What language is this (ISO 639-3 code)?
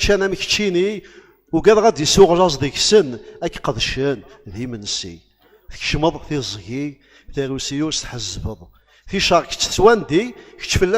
kab